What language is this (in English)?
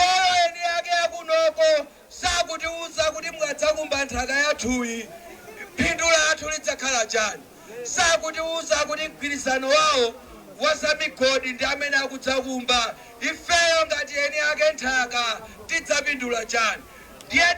Nyanja